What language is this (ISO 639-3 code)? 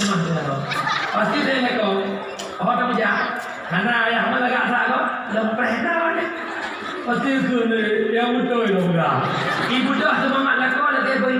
ace